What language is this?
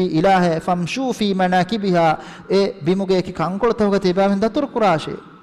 Divehi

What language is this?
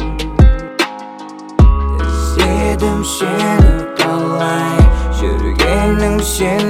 Kazakh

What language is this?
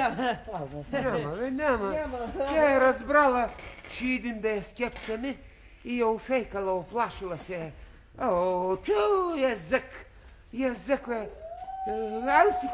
Bulgarian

